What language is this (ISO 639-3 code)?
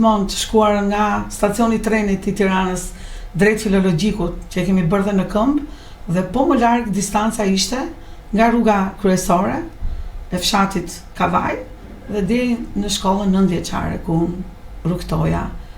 sqi